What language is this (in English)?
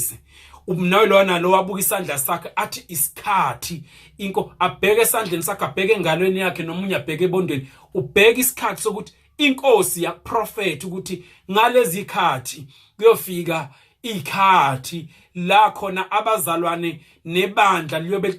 Zulu